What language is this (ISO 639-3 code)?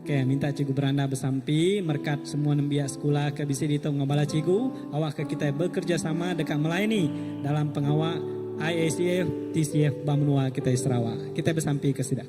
iba